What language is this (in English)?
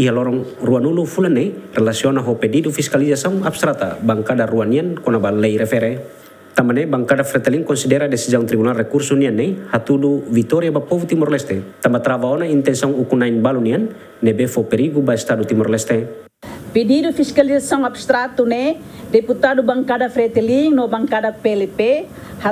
Tetum